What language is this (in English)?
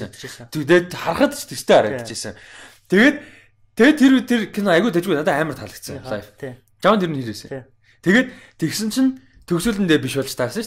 Mongolian